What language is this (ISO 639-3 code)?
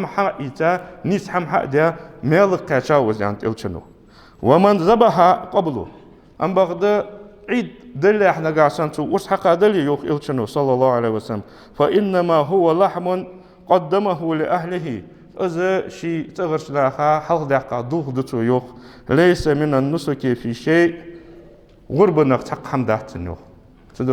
inh